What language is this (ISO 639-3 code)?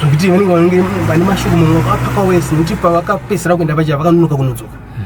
sna